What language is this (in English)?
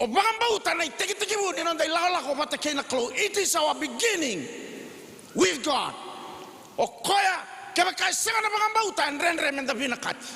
Fijian